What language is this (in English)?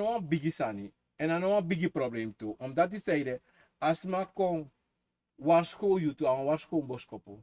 Sranan Tongo